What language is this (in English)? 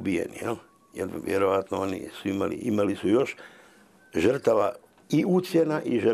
Croatian